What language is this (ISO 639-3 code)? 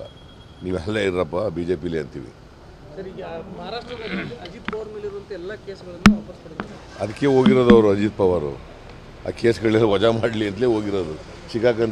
kan